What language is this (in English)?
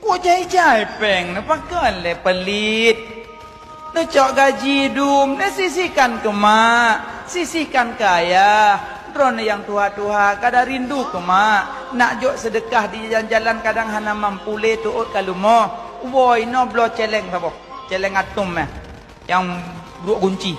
Achinese